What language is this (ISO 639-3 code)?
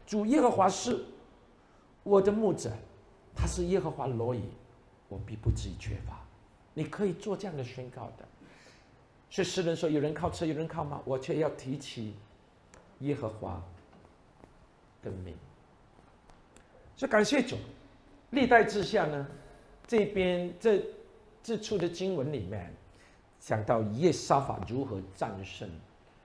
zho